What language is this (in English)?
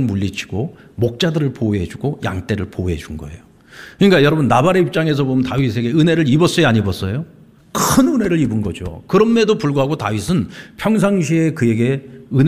Korean